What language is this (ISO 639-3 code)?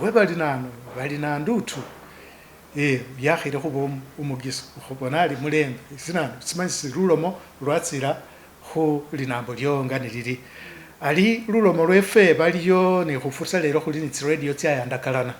myx